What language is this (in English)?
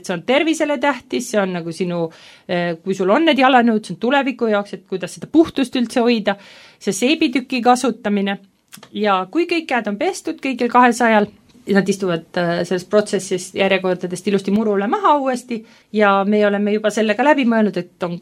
Estonian